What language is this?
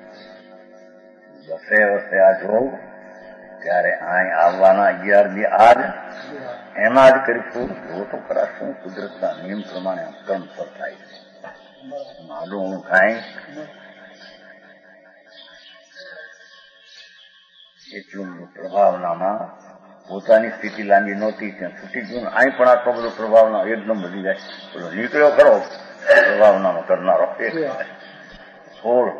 Gujarati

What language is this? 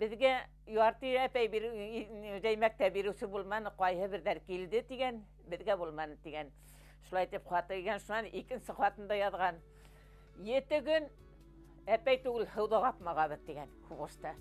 Bashkir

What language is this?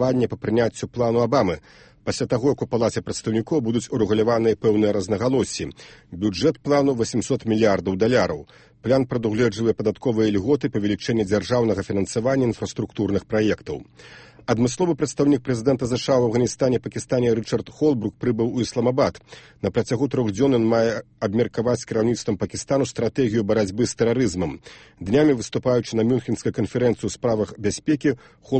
Belarusian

